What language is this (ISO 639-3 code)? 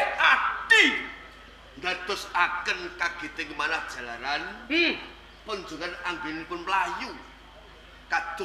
jav